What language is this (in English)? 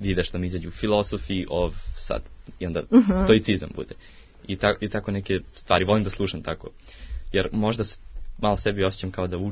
Serbian